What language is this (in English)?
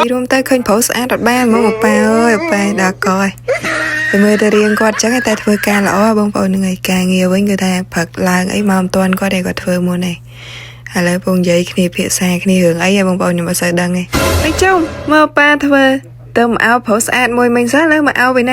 Khmer